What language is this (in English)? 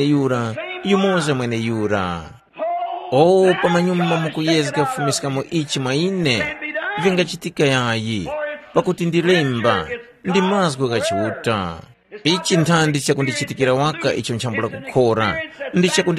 Tumbuka